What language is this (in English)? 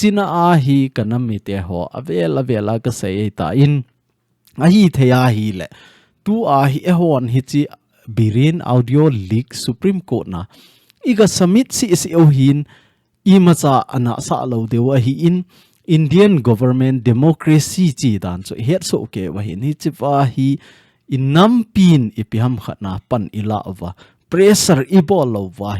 Thado Chin